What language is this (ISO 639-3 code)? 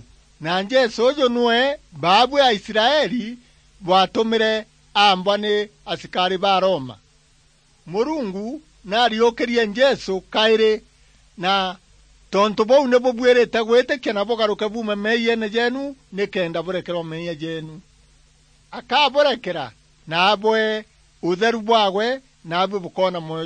mer